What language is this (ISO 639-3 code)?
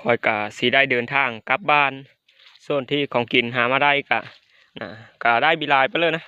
lao